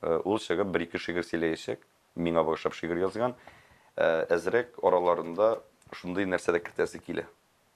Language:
Tatar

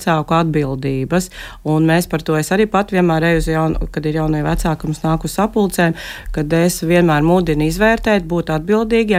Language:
Latvian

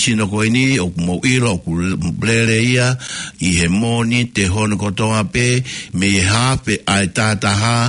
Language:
Tongan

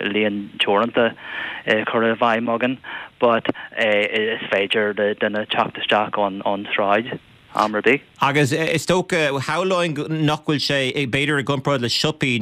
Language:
Irish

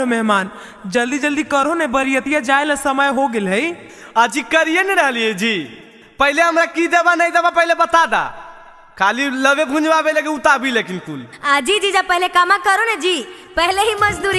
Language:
Magahi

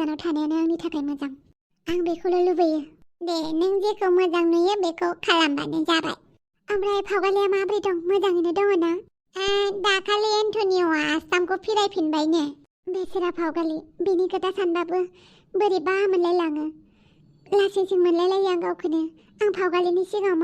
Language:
Bodo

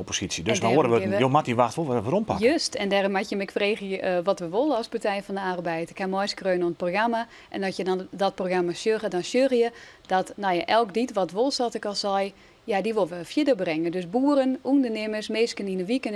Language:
Western Frisian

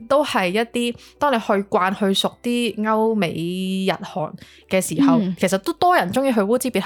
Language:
Cantonese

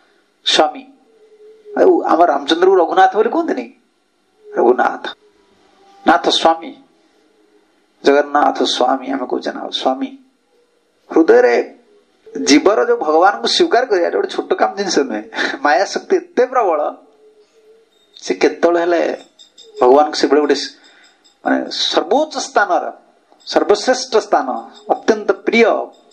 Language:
Odia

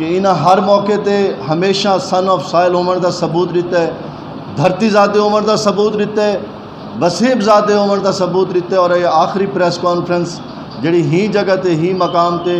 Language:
Saraiki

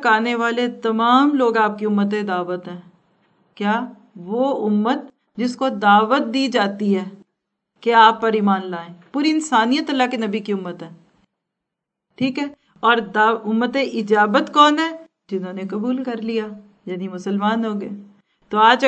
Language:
Urdu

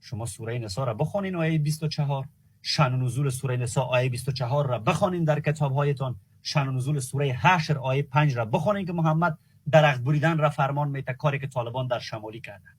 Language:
Persian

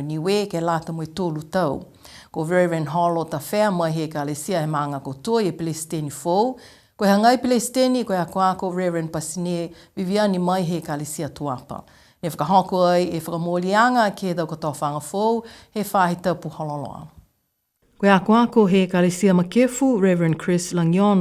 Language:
Niuean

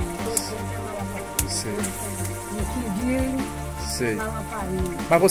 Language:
Portuguese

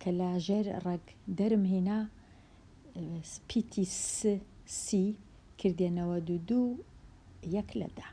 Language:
Central Kurdish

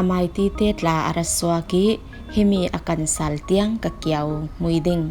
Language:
Falam Chin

